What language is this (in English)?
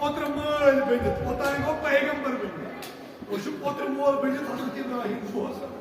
Kashmiri